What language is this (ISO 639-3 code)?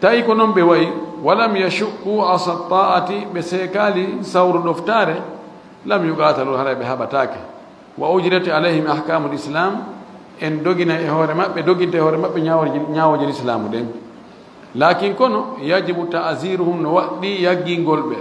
ful